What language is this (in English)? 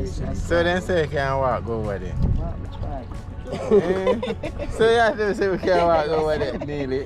Jamaican Creole English